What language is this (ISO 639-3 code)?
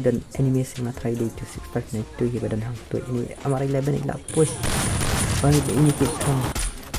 kha